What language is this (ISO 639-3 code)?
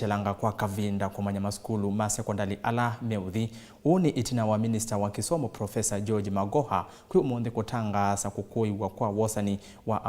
kam